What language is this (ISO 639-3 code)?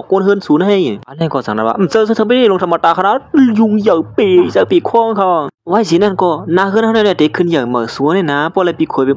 shn